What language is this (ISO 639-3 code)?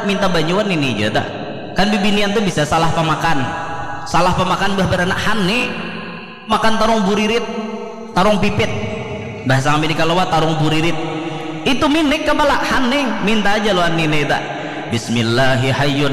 bjn